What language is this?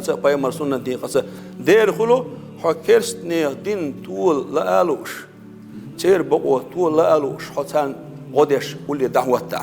Chechen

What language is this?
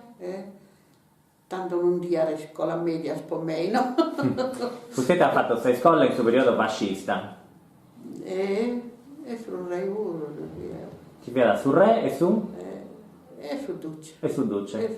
Sardinian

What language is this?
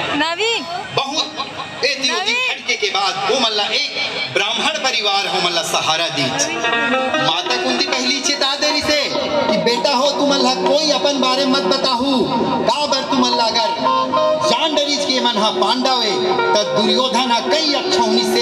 Chhattisgarhi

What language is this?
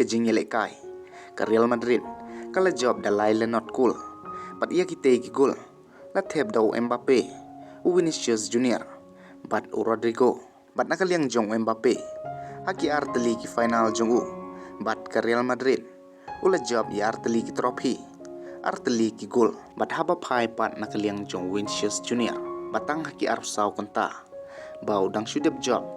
Khasi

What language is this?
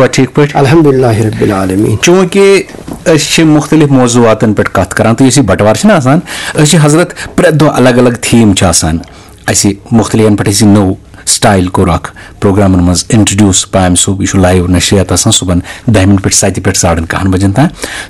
Kashmiri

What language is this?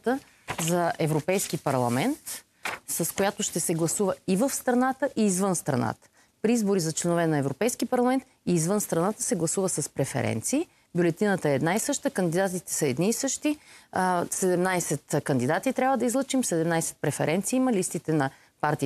Bulgarian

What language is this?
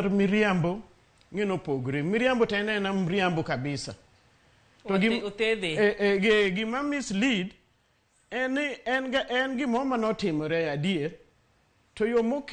Luo (Kenya and Tanzania)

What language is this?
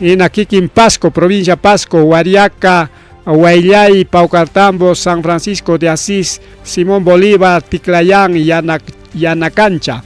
Ayacucho Quechua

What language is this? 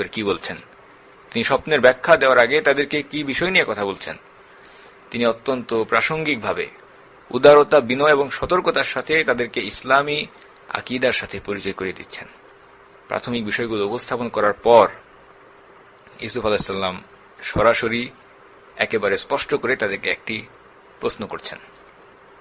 Bangla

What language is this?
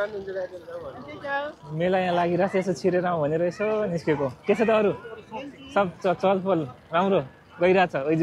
Nepali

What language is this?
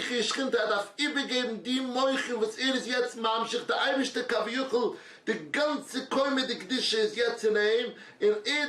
Yiddish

